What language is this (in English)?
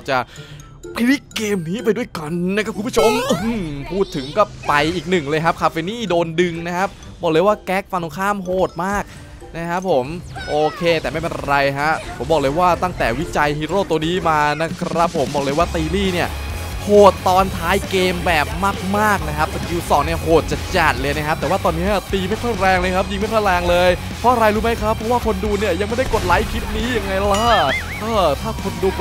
Thai